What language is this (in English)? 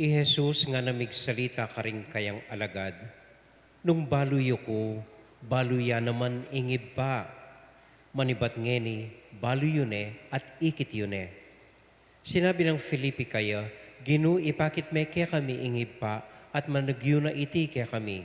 Pampanga